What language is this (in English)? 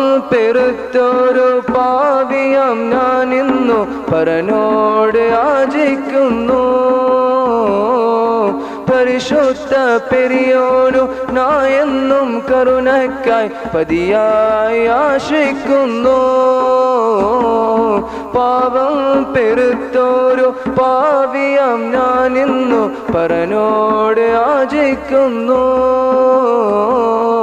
Malayalam